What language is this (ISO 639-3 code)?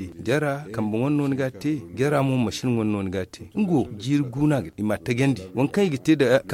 dje